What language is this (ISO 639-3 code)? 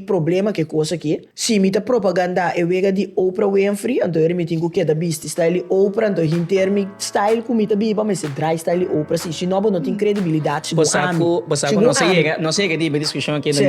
pap